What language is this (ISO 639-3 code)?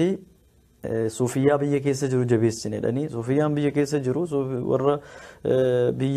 orm